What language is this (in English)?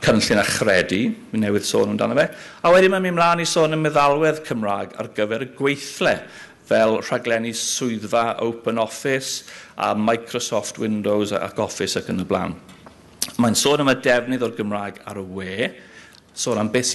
Welsh